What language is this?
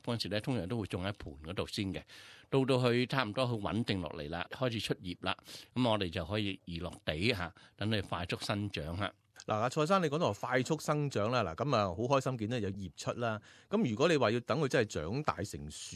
Cantonese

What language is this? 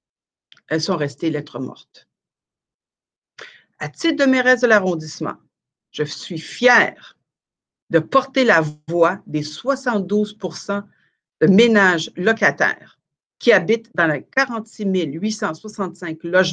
French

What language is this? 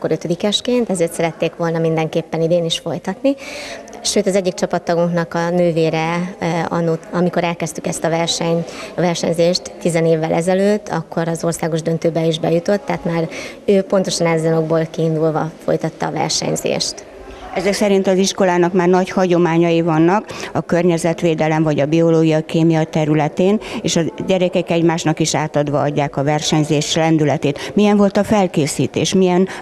Hungarian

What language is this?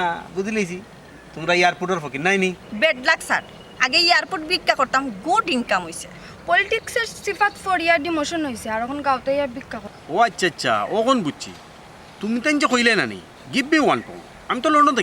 Sylheti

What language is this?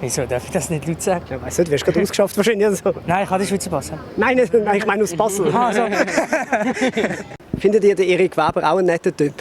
Swiss German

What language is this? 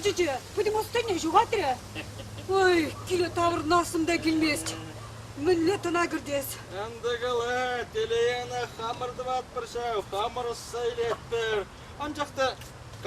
Chuvash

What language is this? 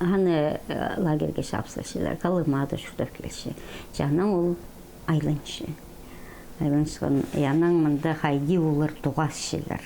Khakas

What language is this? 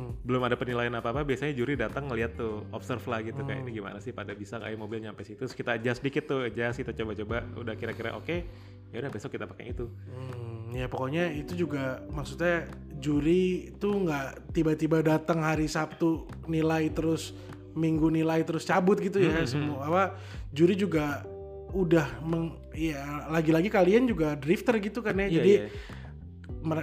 Indonesian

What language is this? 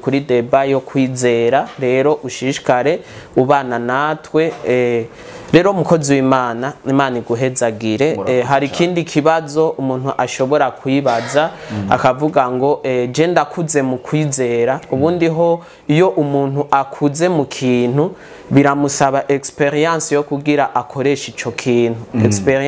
Rundi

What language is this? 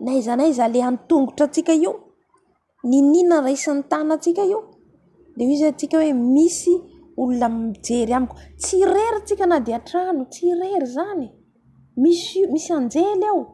Malagasy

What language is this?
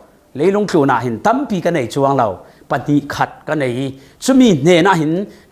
Falam Chin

